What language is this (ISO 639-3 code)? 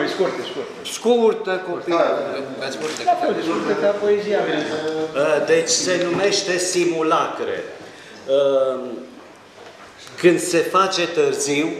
ron